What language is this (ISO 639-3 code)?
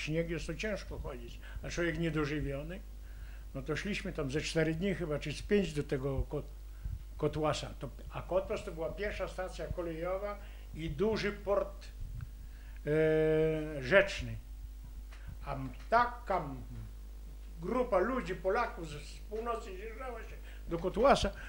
pol